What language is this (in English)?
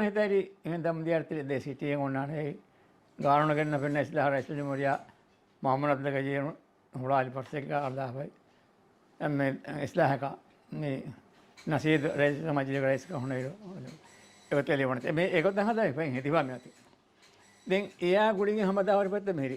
Divehi